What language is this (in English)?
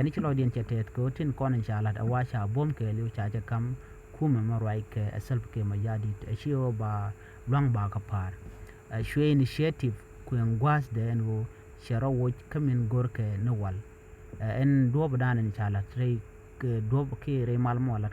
Nuer